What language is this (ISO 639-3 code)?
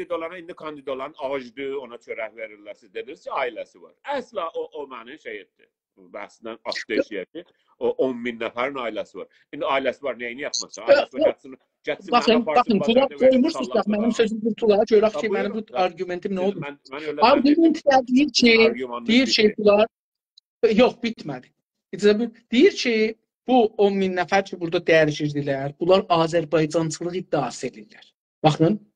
azb